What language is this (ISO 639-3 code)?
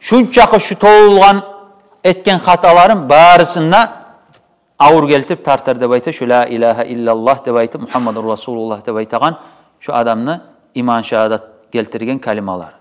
kum